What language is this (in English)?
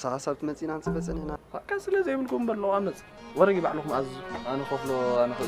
Tigrinya